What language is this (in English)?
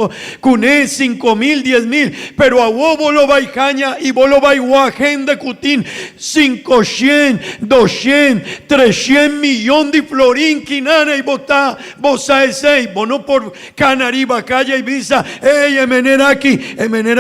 Papiamento